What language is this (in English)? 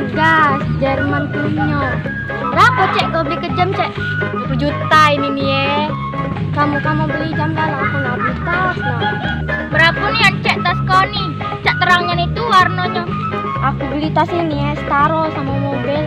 Musi